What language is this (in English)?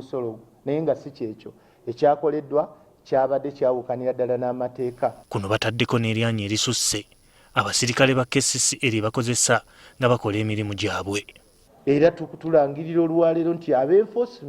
Ganda